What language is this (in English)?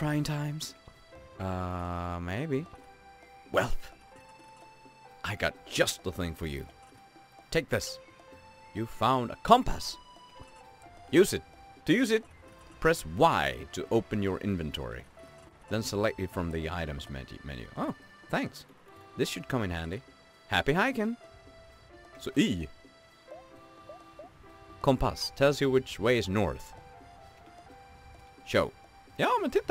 Swedish